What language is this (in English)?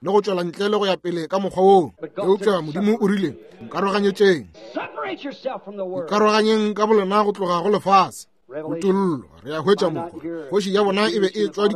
Northern Sotho